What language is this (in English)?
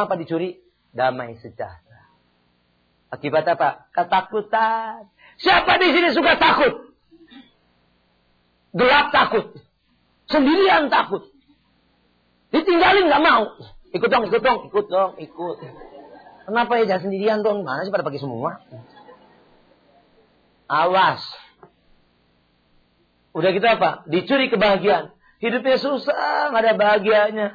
Indonesian